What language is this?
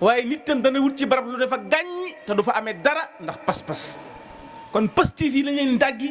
Wolof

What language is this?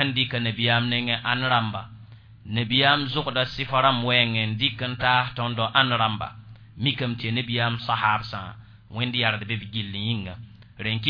Mossi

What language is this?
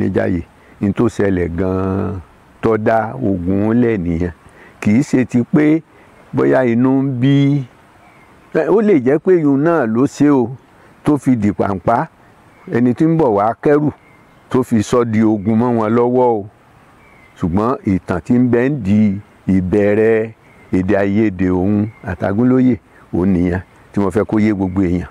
Yoruba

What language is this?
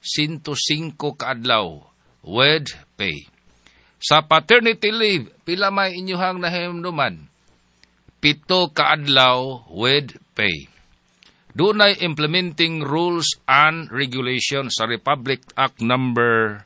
Cebuano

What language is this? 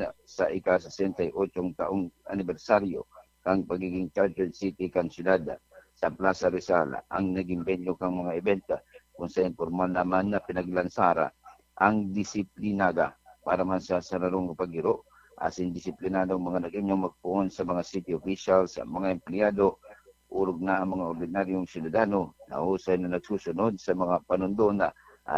Bikol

